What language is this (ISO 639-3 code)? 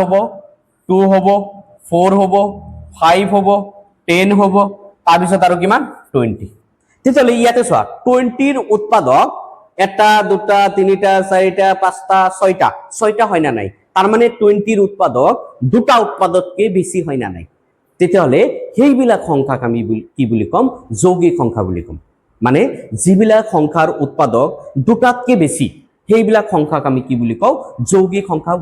asm